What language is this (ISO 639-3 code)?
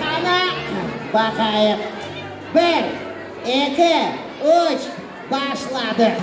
crh